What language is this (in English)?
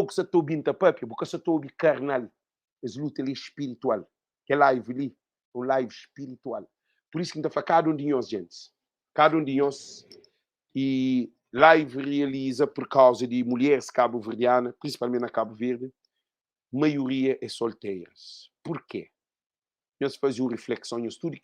Kabuverdianu